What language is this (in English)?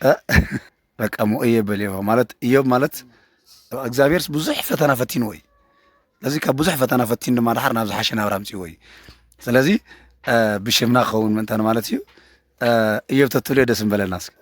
Tigrinya